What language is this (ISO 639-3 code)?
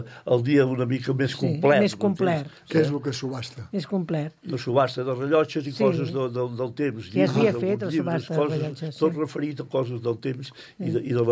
cat